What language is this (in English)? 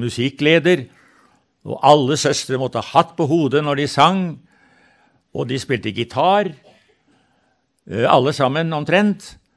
Norwegian